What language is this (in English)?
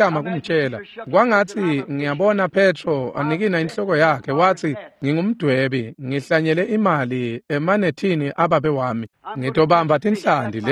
Swati